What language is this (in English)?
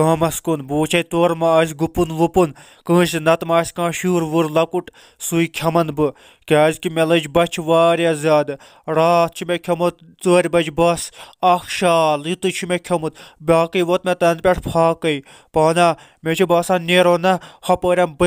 Kashmiri